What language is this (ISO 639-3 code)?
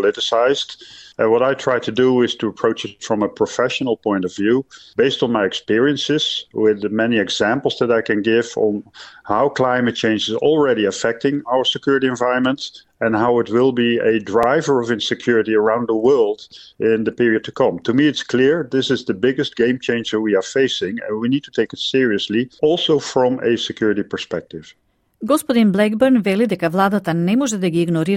mkd